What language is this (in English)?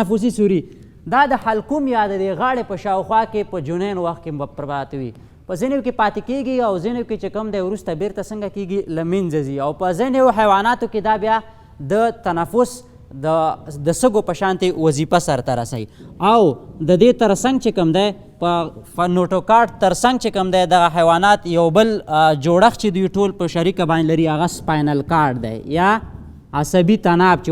Pashto